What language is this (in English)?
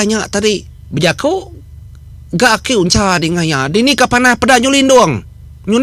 Iban